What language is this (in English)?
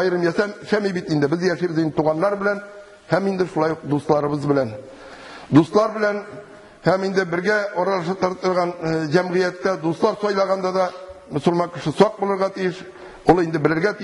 Tatar